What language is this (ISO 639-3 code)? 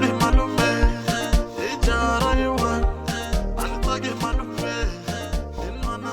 tso